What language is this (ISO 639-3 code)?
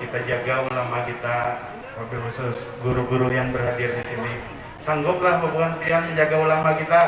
bjn